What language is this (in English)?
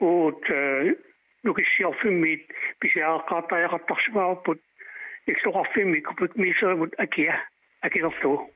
Kalaallisut